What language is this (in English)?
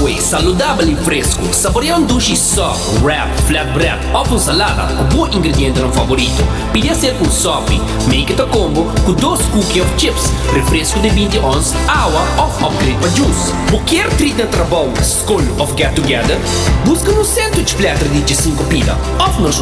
Papiamento